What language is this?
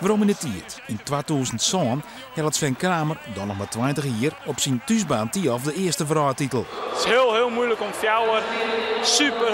Western Frisian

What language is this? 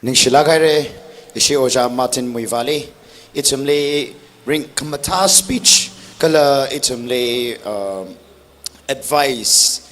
Tangkhul Naga (India)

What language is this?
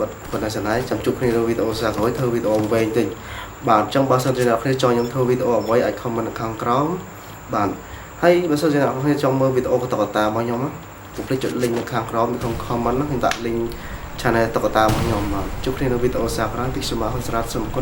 Khmer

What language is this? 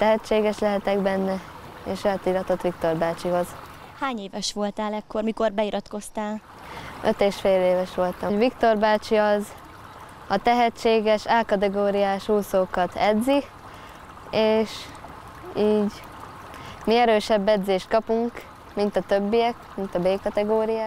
Hungarian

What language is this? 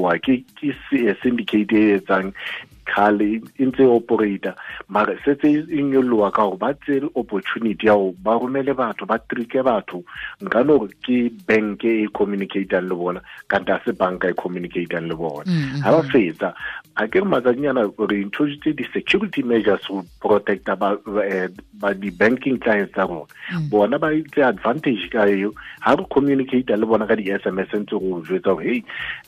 Southern Sotho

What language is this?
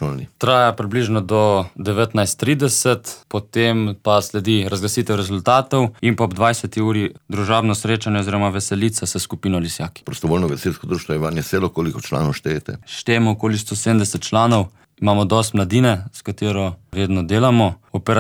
Slovenian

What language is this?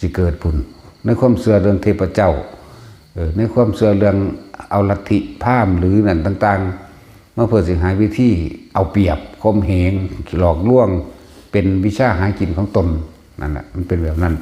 Lao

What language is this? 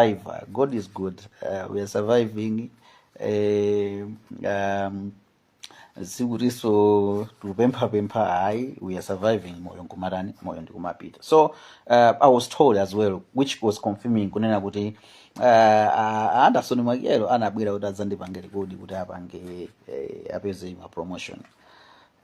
Nyanja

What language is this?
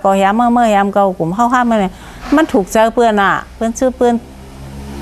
Shan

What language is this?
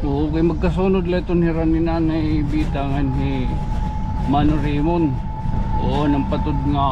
Waray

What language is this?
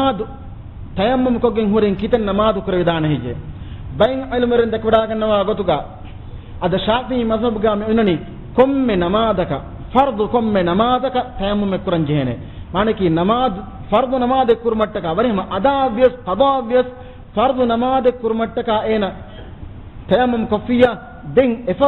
Divehi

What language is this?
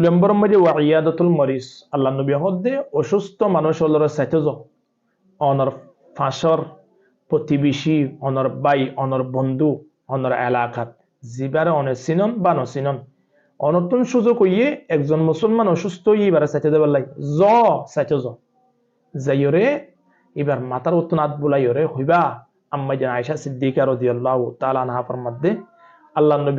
Rohingya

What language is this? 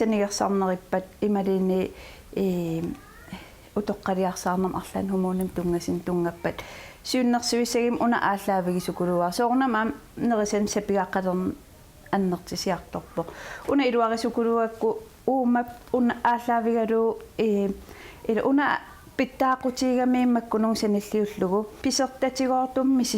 Kalaallisut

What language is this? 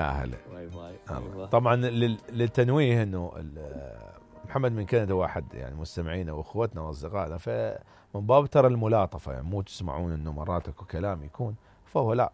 Mesopotamian Arabic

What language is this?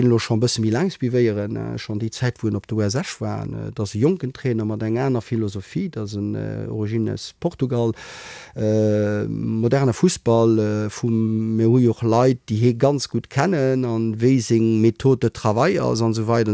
Luxembourgish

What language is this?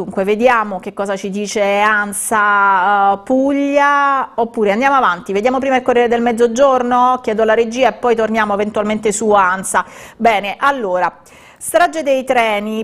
Italian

